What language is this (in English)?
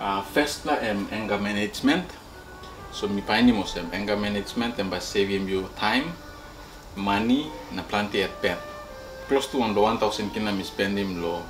Tok Pisin